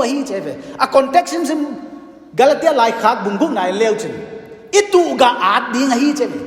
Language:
Paite Chin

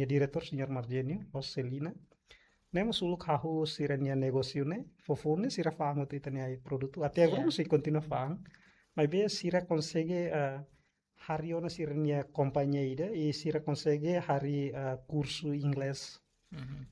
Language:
Tetum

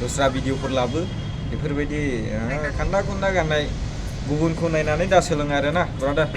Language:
Bodo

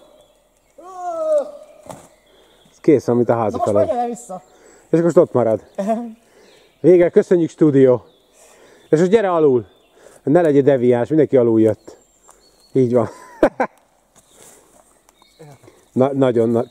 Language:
Hungarian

